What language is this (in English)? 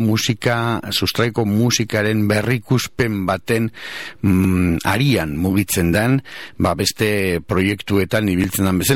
Basque